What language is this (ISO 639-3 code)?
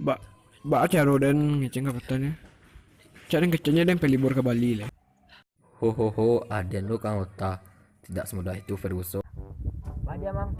min